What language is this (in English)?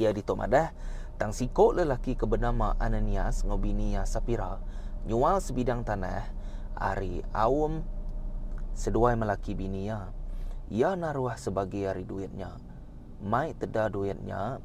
Iban